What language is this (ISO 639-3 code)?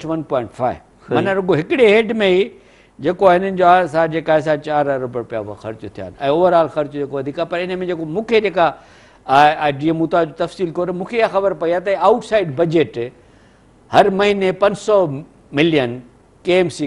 snd